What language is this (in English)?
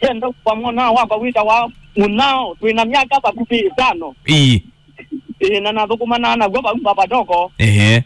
Kamba